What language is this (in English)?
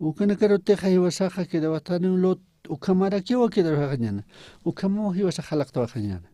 Aymara